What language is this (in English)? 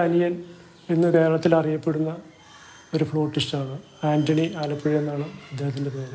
Malayalam